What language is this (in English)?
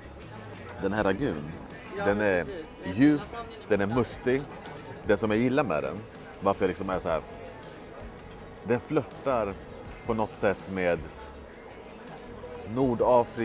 Swedish